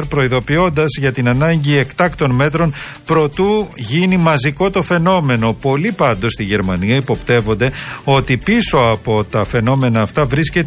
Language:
Greek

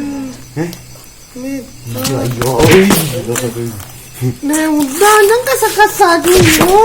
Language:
Minangkabau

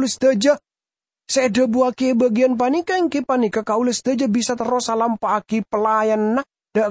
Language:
Madurese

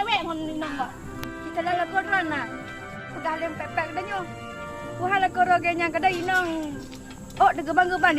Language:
Achinese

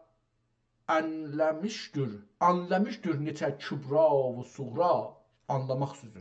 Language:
South Azerbaijani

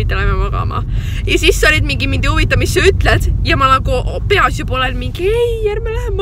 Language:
Estonian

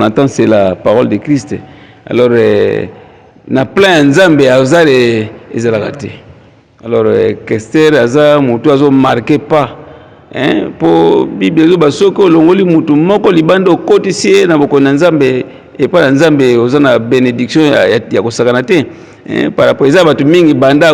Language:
Lingala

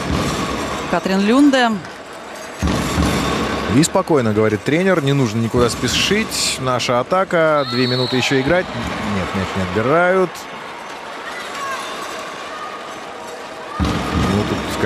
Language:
Russian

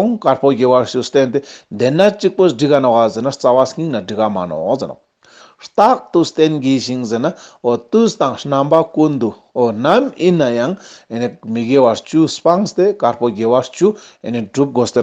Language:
Ladakhi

